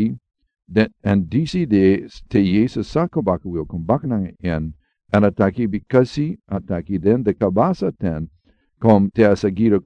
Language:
Sranan Tongo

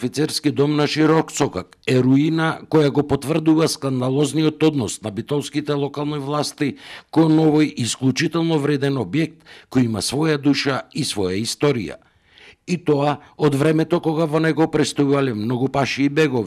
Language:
Macedonian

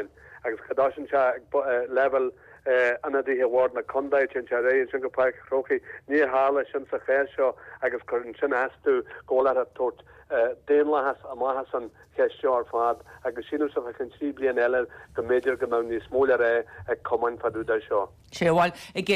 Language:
Irish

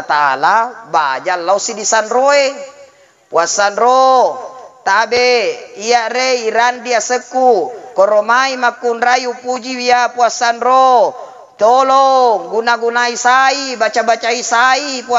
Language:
Buginese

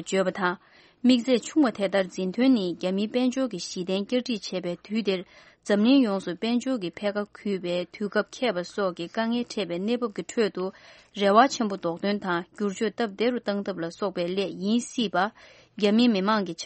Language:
Tibetan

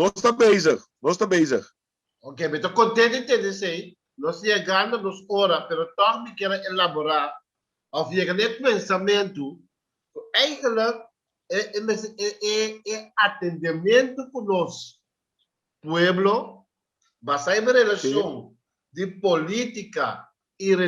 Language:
Papiamento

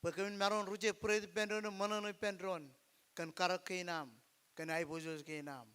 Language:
Marshallese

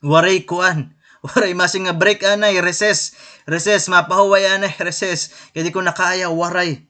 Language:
Waray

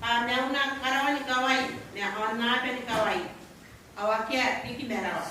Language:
Gilbertese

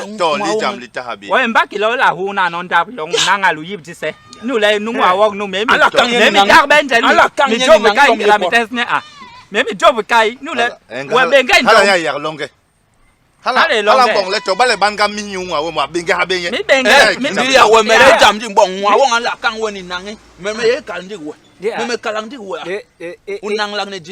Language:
Basaa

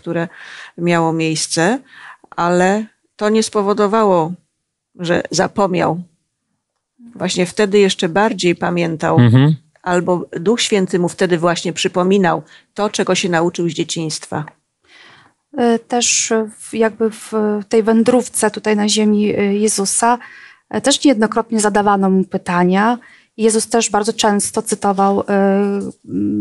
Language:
Polish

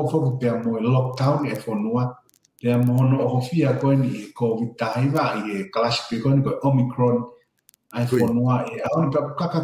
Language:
Tongan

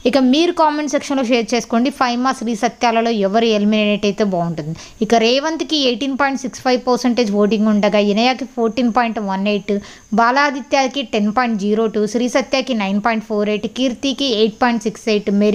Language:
Telugu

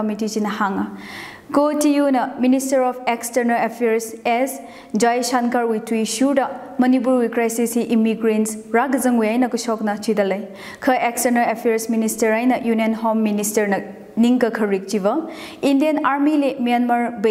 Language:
Tangkhul Naga (India)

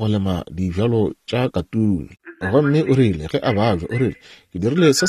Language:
Northern Sotho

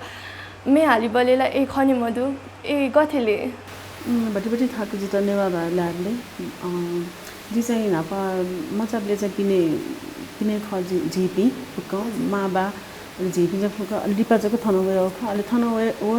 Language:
Newari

